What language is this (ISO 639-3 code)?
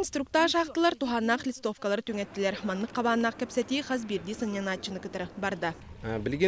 sah